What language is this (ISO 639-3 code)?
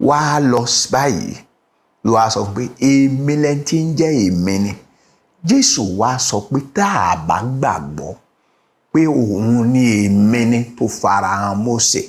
yor